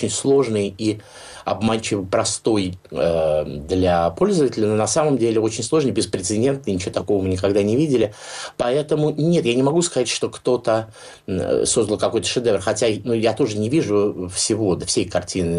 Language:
Russian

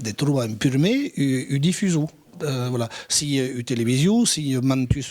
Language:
Occitan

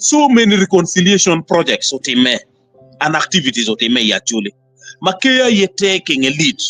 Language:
Acoli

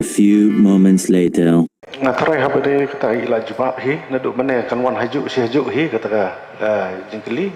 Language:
Khasi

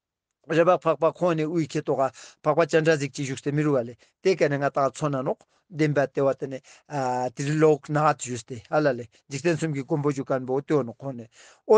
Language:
Ladakhi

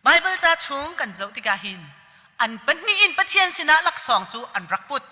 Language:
Hakha Chin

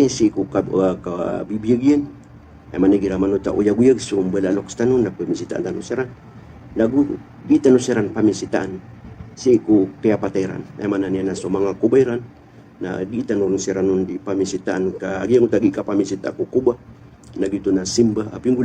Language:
Maranao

